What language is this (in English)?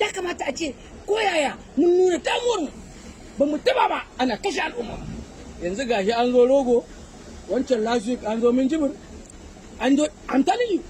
Hausa